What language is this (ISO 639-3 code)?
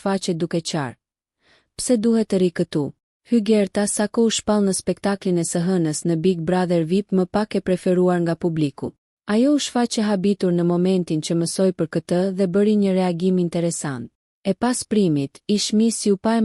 sqi